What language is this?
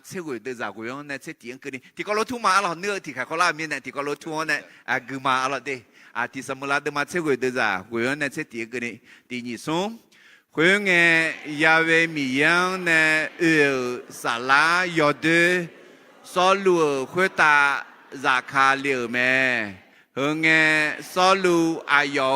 Akha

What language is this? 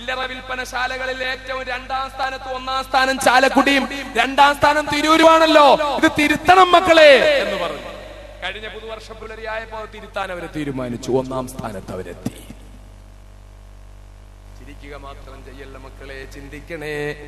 Malayalam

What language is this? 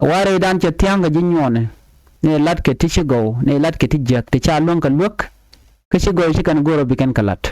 Nuer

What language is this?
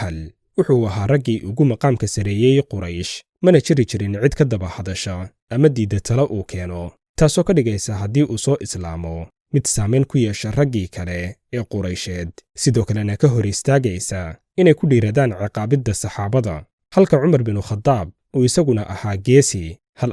Somali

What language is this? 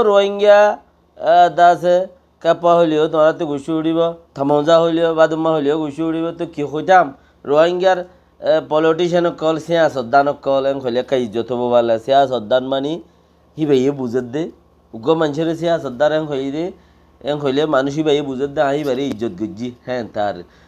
Rohingya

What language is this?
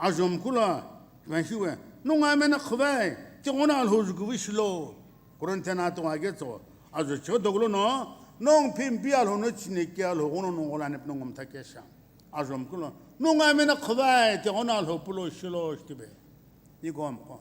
Sumi Naga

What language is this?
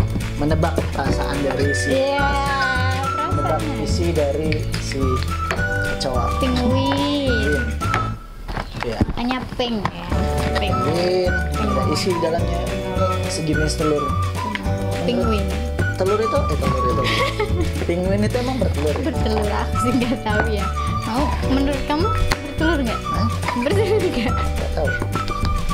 Indonesian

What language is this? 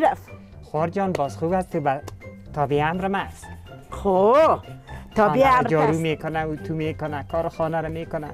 Persian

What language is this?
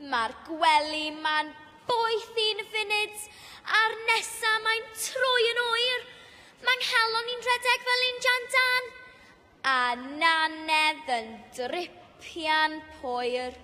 Welsh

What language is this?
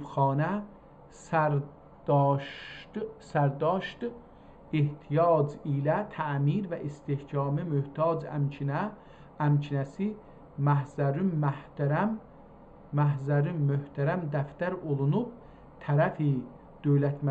South Azerbaijani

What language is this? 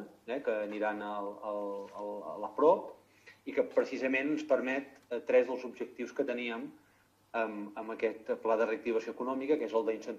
Catalan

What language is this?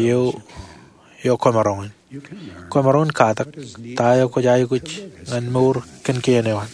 Marshallese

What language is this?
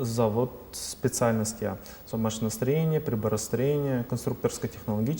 Udmurt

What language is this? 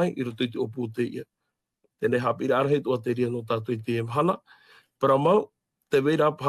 Tahitian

